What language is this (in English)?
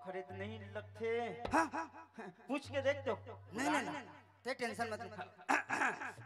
Chhattisgarhi